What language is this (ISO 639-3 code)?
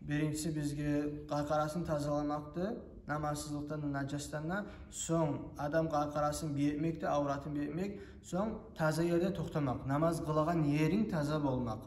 kum